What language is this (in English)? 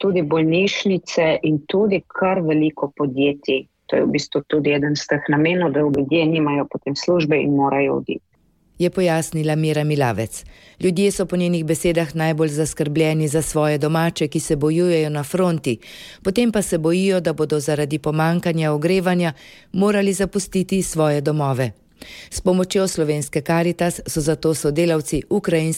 Slovenian